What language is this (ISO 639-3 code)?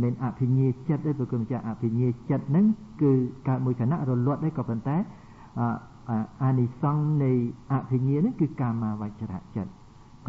khm